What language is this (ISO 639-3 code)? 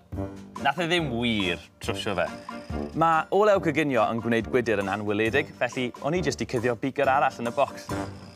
cym